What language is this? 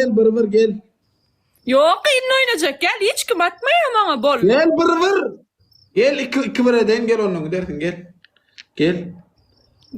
Turkmen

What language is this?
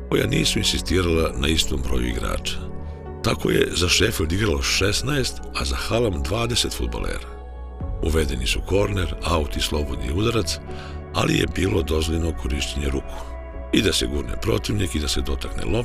Serbian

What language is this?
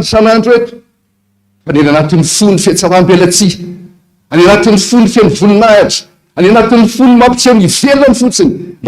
Malagasy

